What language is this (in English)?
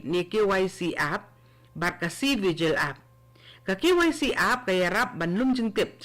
Khasi